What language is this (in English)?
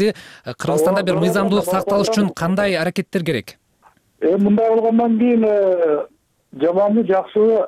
Kyrgyz